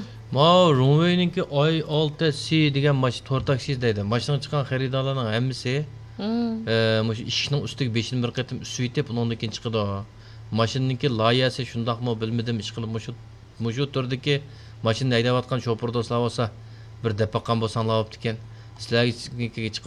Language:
Uyghur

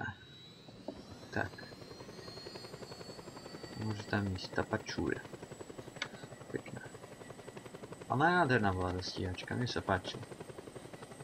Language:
Slovak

